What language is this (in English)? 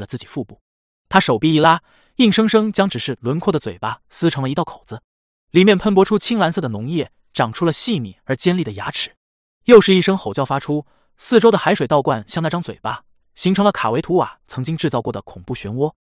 Chinese